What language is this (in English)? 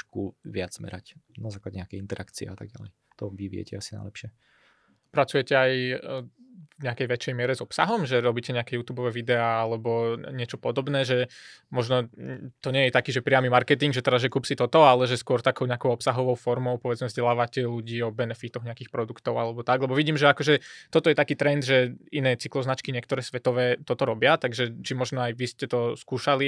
Slovak